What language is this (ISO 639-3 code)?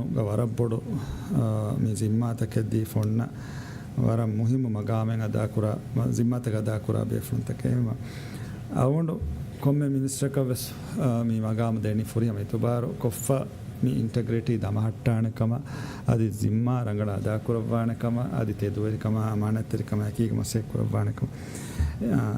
div